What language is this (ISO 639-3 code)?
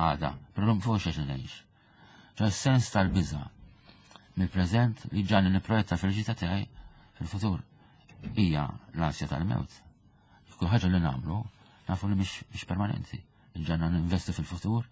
mlt